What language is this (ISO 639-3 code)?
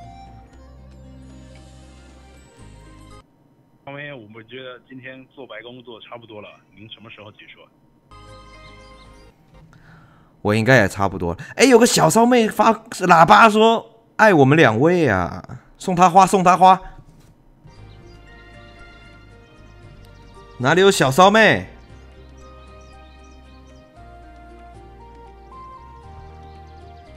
zho